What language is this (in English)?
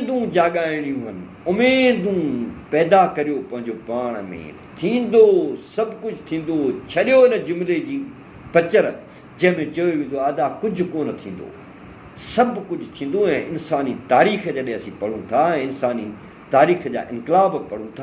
Sindhi